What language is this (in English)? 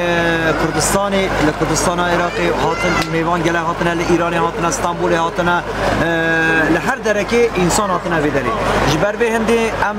Kurdish